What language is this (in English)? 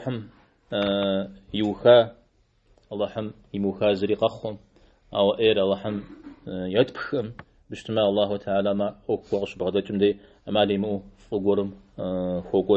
Kabardian